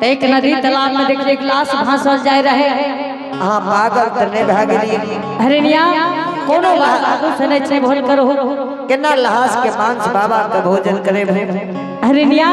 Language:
Angika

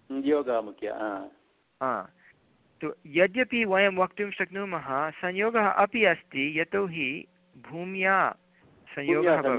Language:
Sanskrit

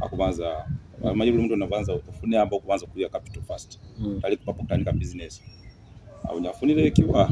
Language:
Nyoro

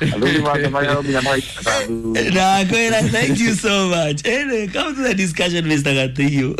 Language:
Kikuyu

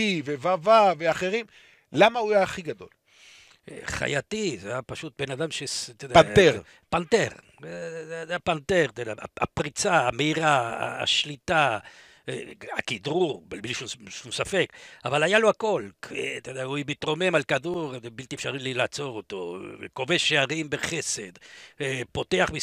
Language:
Hebrew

